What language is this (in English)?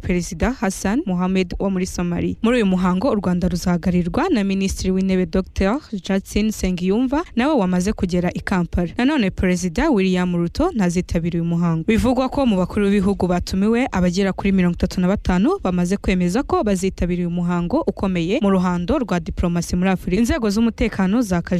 Kinyarwanda